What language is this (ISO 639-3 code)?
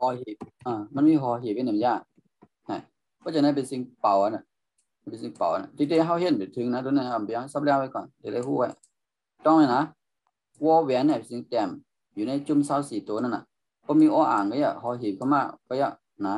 shn